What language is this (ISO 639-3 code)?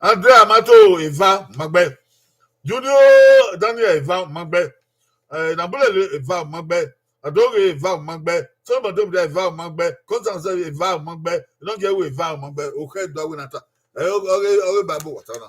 bin